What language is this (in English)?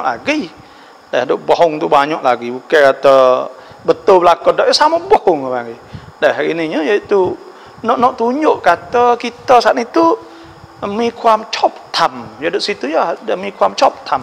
Pattani Malay